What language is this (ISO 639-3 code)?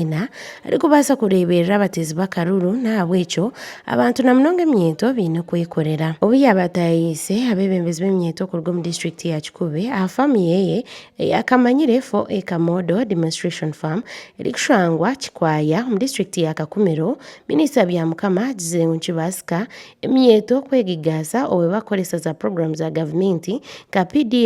nyn